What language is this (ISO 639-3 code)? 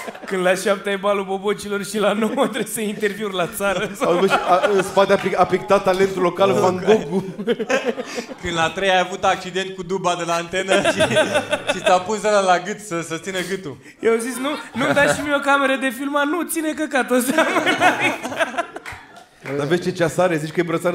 ron